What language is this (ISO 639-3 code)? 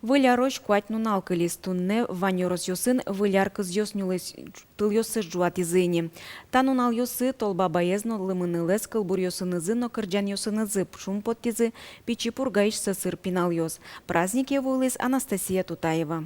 udm